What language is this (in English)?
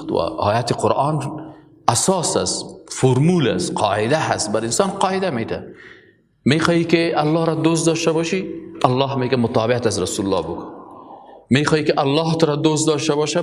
Persian